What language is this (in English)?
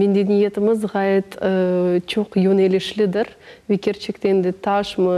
Crimean Tatar